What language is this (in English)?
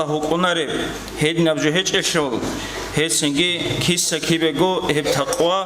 Avaric